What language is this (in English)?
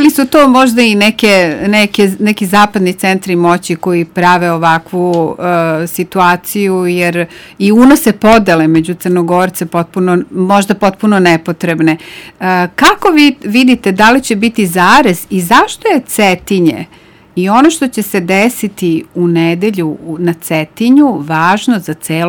Serbian